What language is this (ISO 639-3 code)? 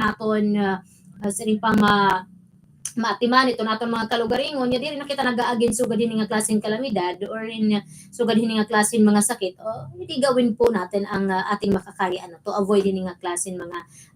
war